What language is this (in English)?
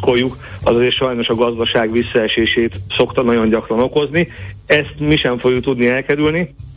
Hungarian